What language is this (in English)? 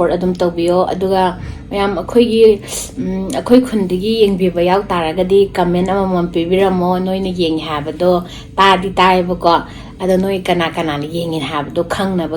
Manipuri